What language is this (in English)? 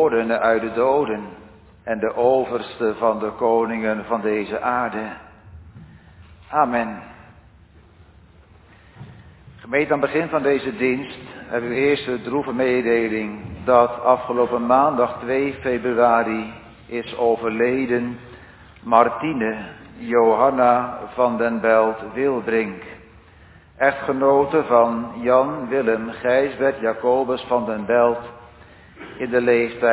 Dutch